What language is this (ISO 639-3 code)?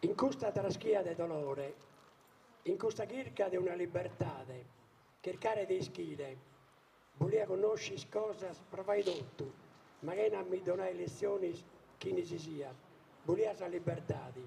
srd